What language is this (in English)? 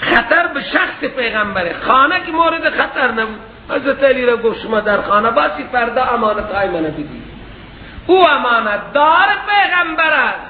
Persian